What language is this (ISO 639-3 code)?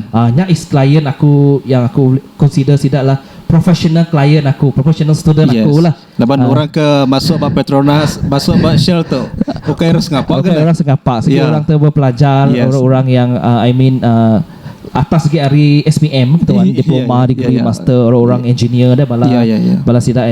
iba